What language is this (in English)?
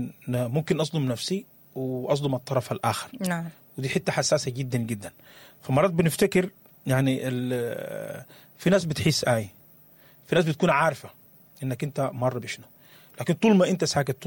Sudanese Arabic